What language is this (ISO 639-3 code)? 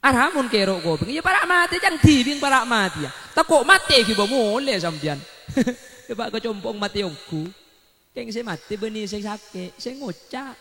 mad